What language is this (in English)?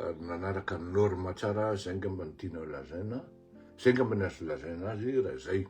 Malagasy